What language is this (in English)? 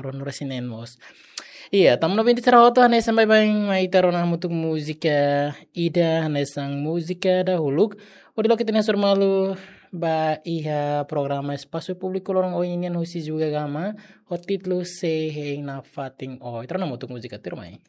Tetum